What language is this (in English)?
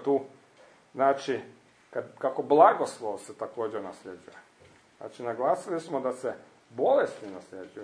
Croatian